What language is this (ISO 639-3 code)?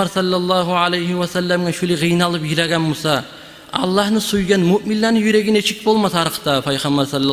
kum